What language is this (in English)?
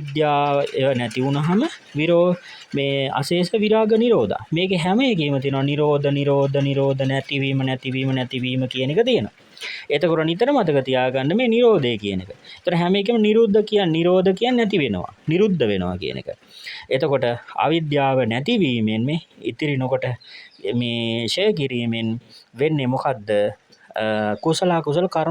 Sinhala